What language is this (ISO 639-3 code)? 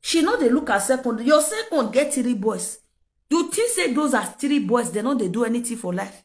pcm